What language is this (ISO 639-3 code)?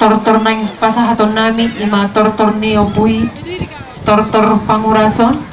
bbc